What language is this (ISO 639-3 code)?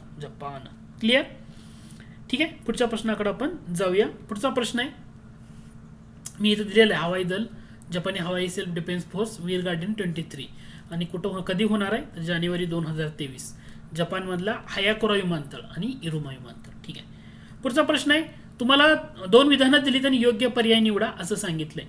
mar